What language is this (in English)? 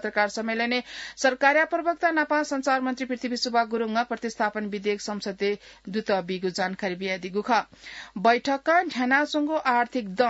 Newari